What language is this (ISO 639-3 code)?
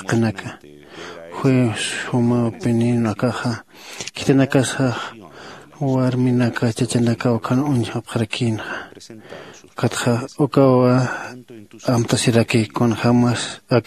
aym